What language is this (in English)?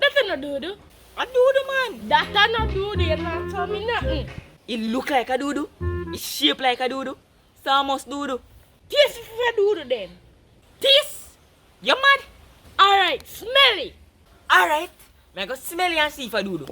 Jamaican Creole English